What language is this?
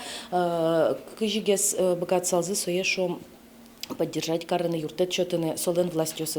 Udmurt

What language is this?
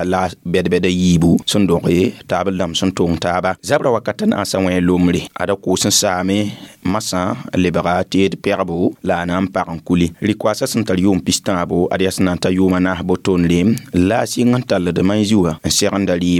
Mossi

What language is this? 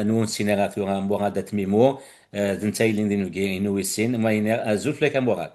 Kabyle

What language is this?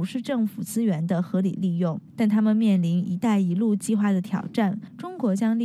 Chinese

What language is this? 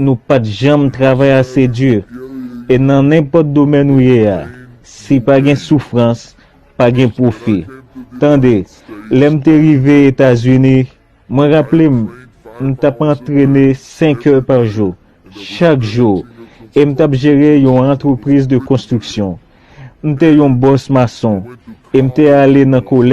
Haitian Creole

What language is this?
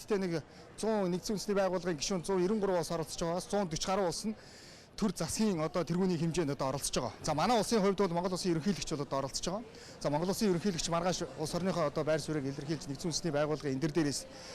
Mongolian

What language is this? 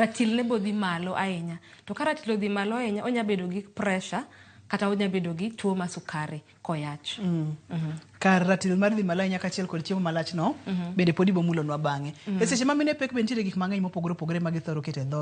Luo (Kenya and Tanzania)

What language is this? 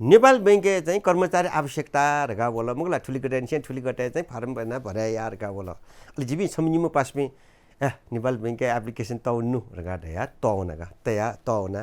Newari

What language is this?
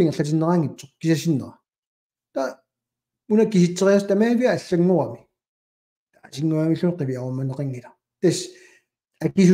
Kalaallisut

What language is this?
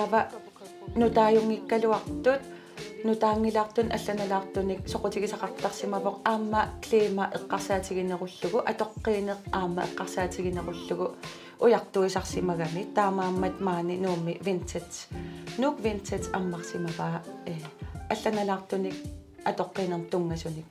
Kalaallisut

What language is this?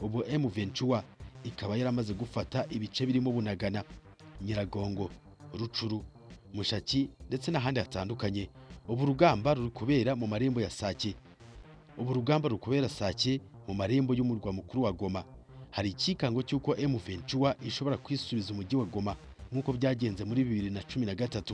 Kinyarwanda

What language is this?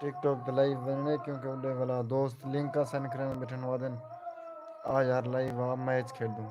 Saraiki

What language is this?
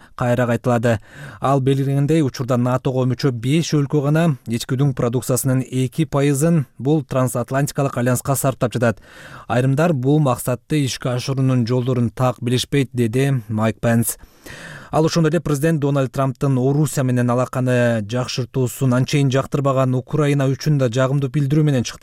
Kyrgyz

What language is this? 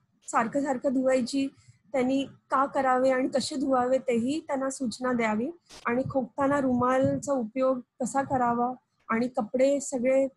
Marathi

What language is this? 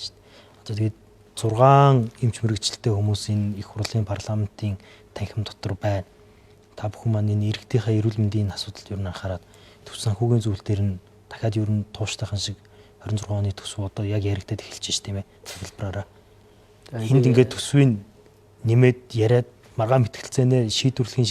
Mongolian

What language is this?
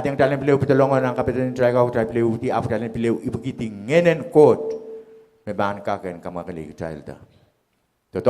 Pohnpeian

